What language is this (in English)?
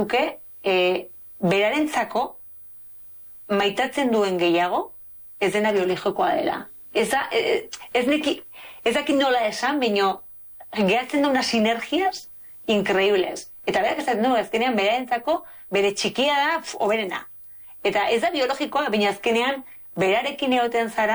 Basque